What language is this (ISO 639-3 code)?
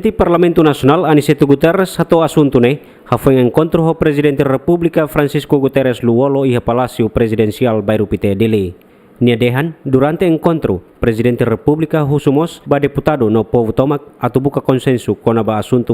tet